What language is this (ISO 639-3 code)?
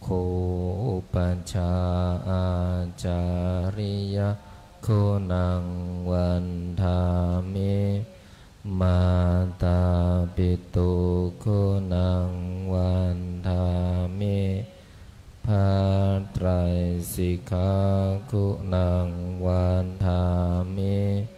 pli